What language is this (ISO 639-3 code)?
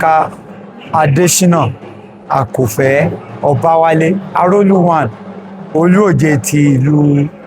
yor